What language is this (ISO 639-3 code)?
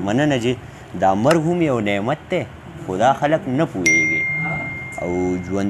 pus